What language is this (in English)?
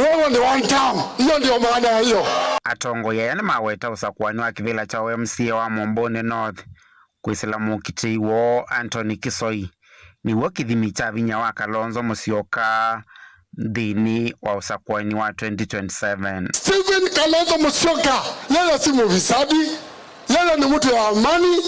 Kamba